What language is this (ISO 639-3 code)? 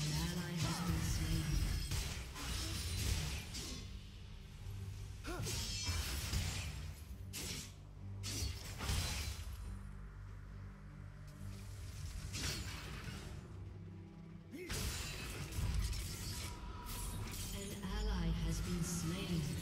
eng